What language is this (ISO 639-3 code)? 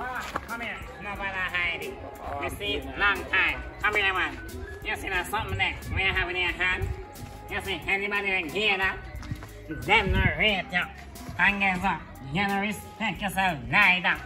jam